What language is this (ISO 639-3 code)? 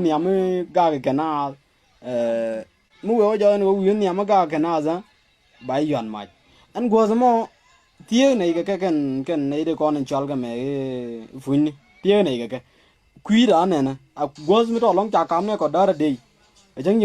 nus